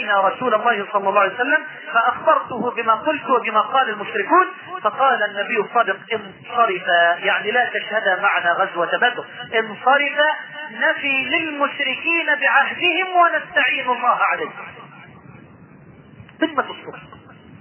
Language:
Arabic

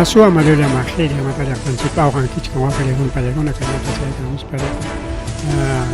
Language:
Ayacucho Quechua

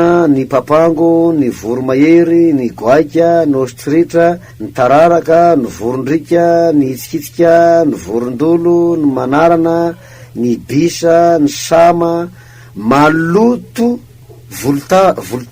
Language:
Malagasy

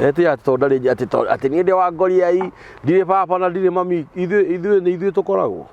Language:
Kikuyu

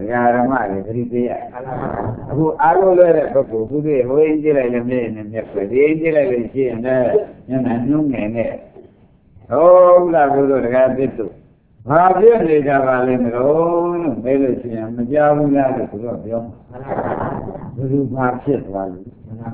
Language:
Burmese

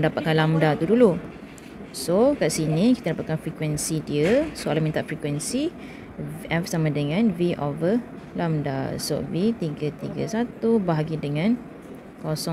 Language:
Malay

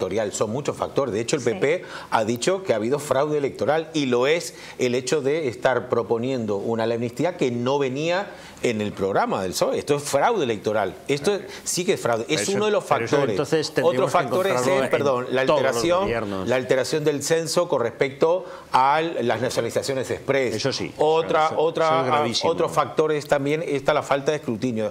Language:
Spanish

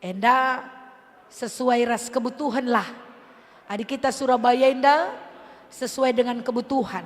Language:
Batak Karo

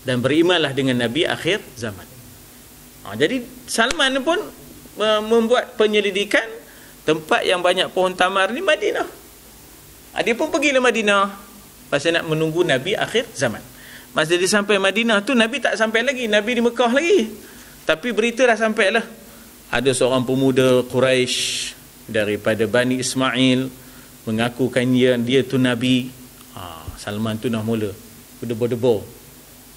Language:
Malay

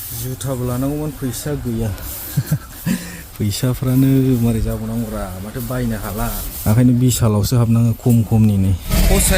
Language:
Bodo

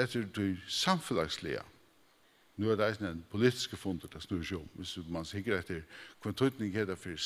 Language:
Faroese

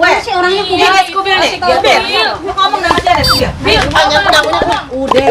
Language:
Betawi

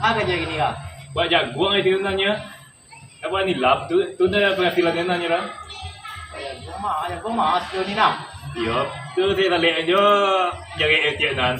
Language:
Minangkabau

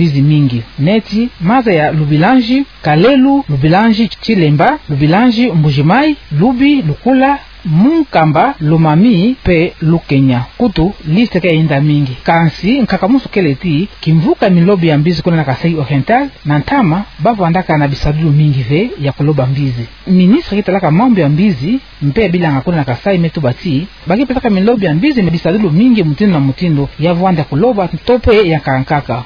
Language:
Kituba (Democratic Republic of Congo)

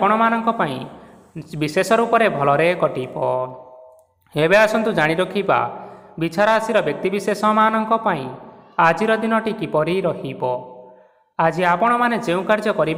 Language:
Odia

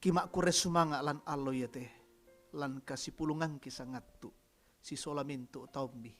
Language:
Toraja-Sa'dan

